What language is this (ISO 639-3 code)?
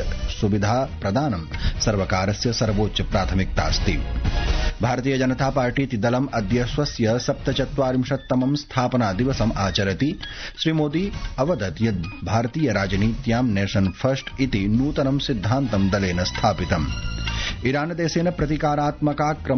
san